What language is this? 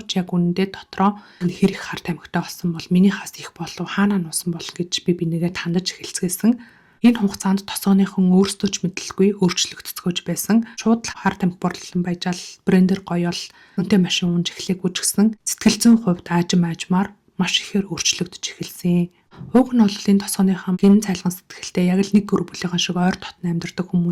Mongolian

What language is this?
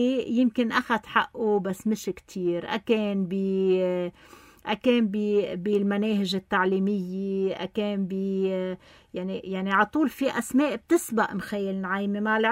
North Levantine Arabic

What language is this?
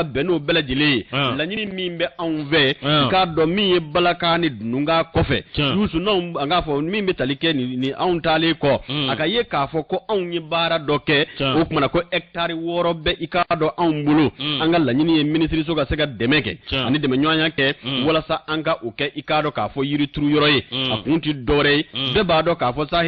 Bambara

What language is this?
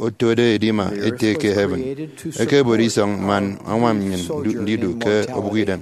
Efik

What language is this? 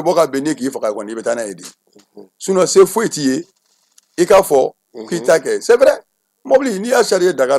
Bambara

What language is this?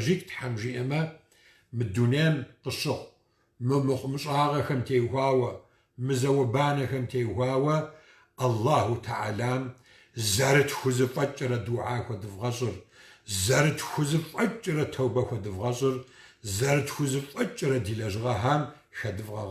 Kabardian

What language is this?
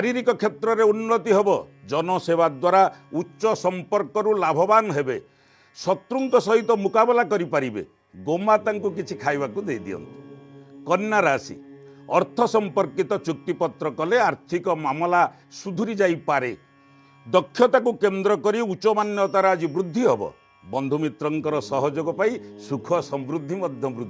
Odia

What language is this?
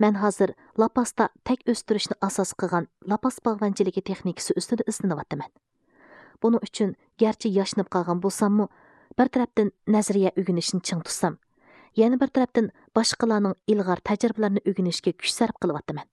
Uyghur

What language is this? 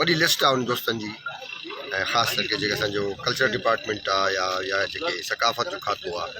Sindhi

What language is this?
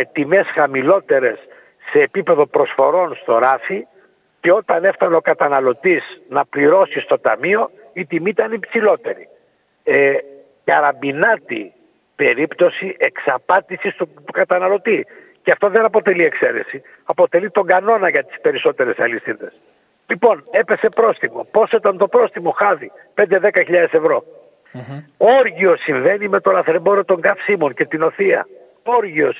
Greek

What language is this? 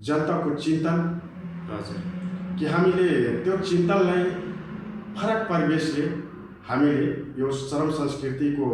Nepali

